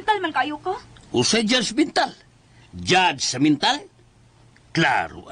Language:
Cebuano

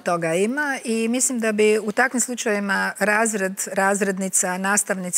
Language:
Croatian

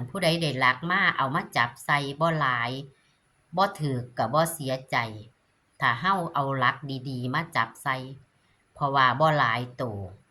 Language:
Northeastern Thai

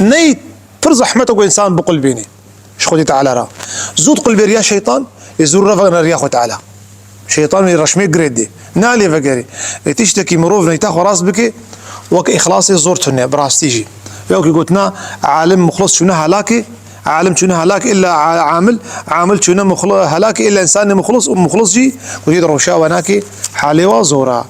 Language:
Kurdish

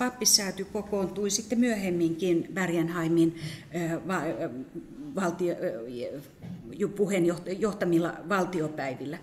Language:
Finnish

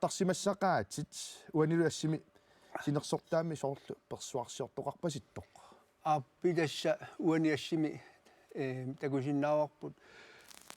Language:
Kalaallisut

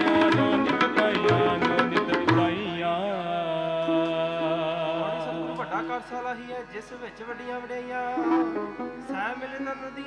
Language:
Punjabi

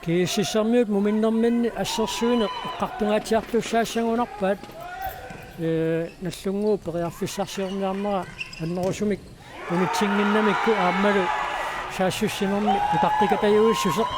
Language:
Kalaallisut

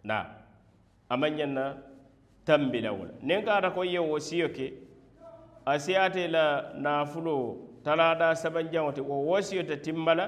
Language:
Mandingo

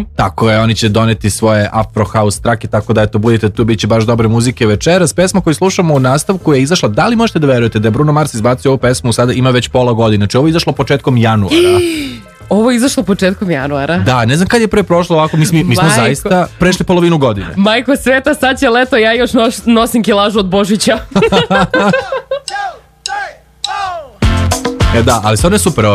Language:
Serbian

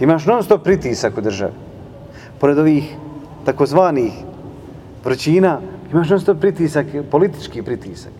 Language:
Bosnian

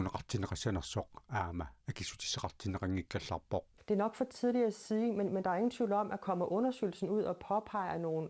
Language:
Kalaallisut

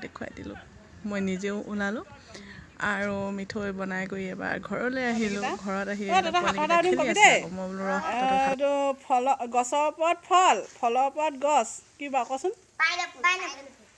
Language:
Assamese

